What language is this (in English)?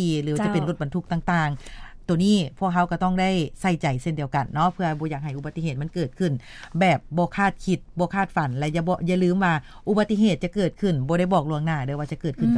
Lao